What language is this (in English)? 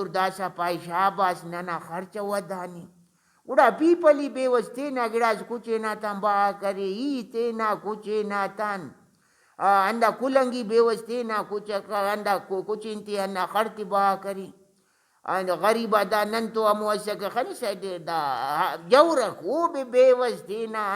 Brahui